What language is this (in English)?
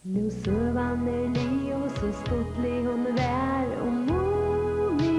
Faroese